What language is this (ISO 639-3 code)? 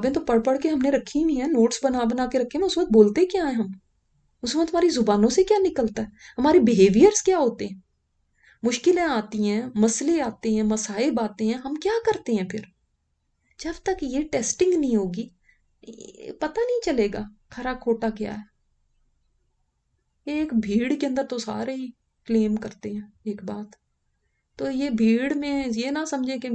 urd